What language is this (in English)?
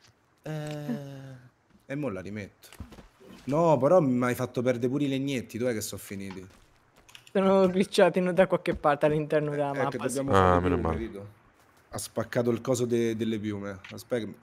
Italian